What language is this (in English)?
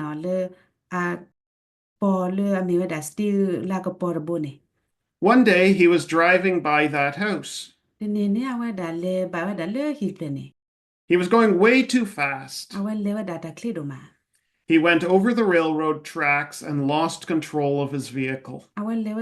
S'gaw Karen